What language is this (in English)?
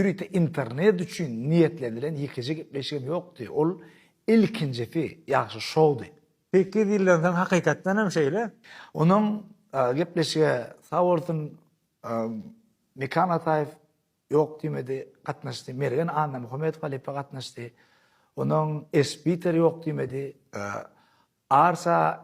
Turkmen